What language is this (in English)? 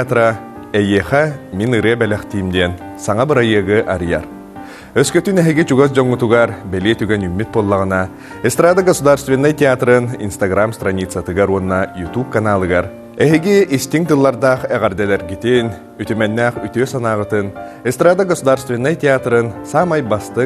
Yakut